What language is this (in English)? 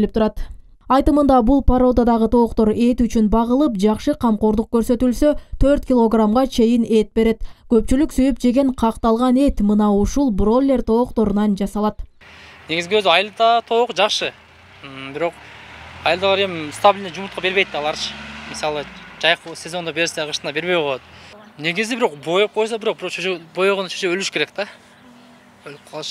Kyrgyz